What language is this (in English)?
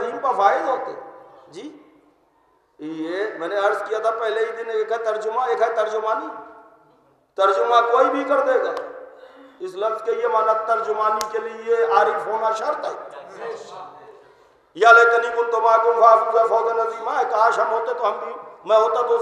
Urdu